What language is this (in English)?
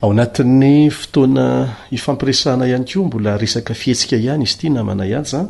Malagasy